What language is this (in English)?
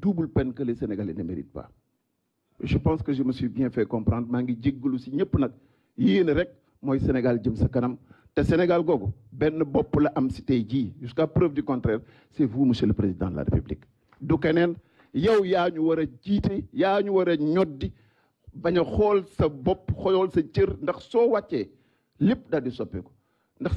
Wolof